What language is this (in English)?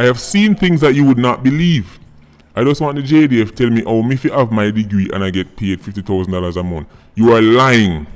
Jamaican Creole English